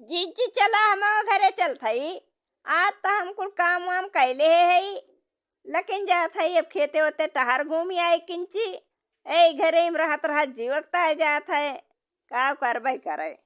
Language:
Awadhi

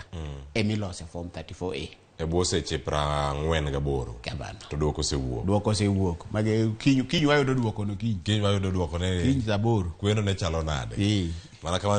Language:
Luo (Kenya and Tanzania)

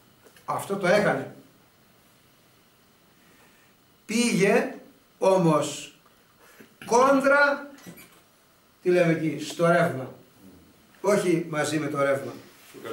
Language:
Greek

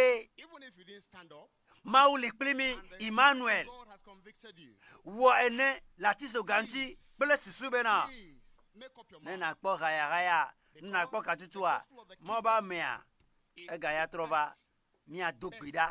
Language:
Ewe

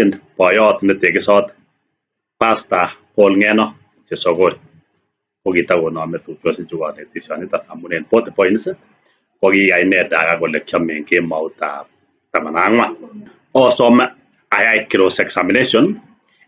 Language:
Kalenjin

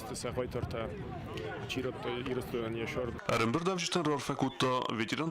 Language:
Ossetic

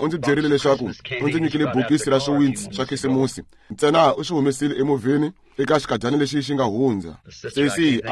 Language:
Tsonga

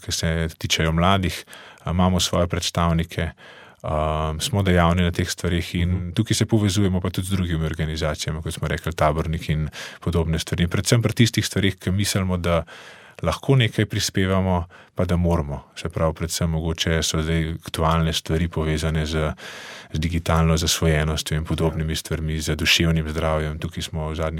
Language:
Slovenian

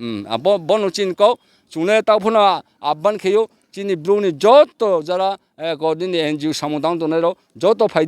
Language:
Riang (India)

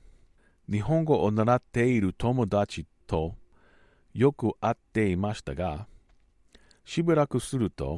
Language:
Japanese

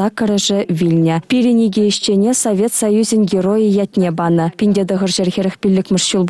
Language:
Chuvash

